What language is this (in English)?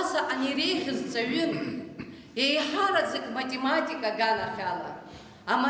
Abkhazian